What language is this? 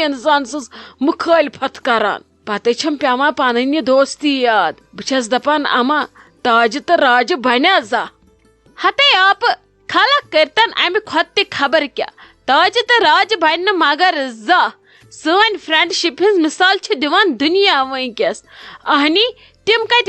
Kashmiri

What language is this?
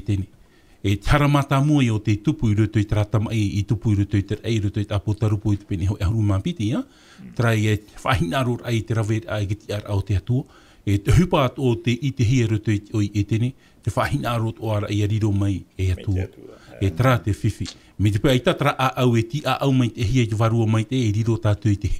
Tahitian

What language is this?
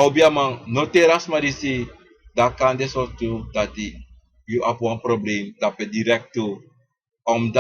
Sranan Tongo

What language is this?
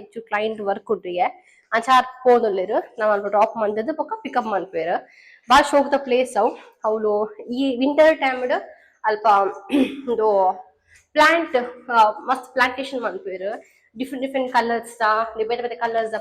Tulu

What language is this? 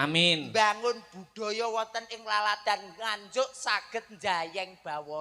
Javanese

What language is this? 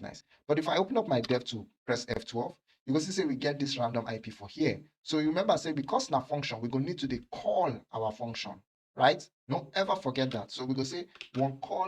Nigerian Pidgin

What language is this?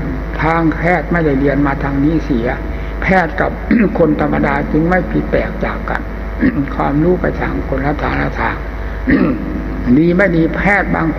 Thai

